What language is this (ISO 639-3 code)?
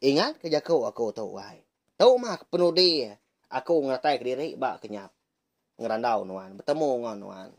iba